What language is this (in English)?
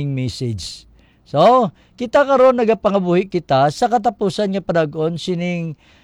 Hiligaynon